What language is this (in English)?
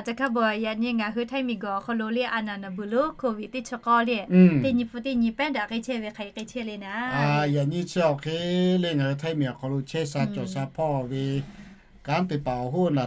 Lahu